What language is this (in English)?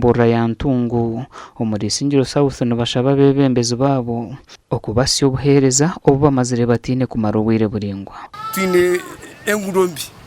Nyankole